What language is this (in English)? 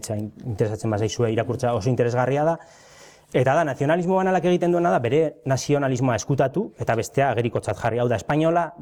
Basque